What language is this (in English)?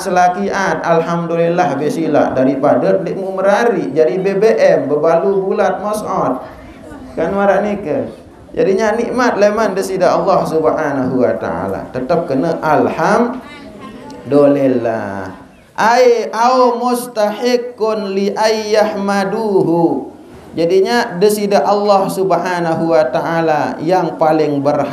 Sasak